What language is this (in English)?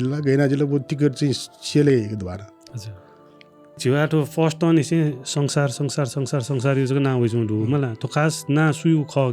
Newari